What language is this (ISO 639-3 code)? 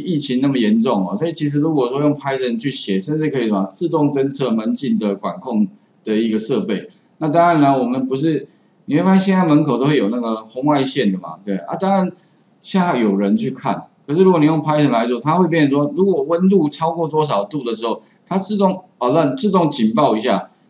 zho